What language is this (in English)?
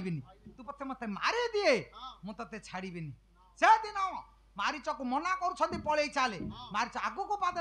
Odia